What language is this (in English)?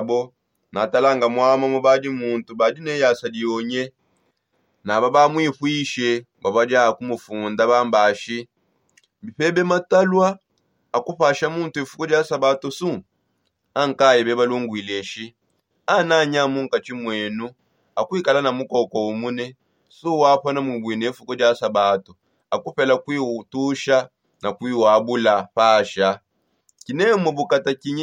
Songe